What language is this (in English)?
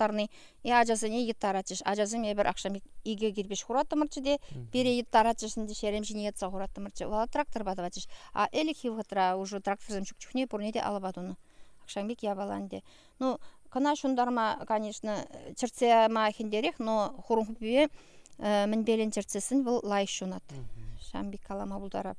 Chuvash